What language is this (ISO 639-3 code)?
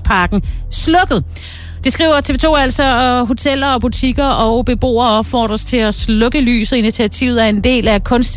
dan